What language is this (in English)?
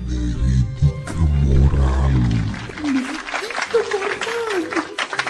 Romanian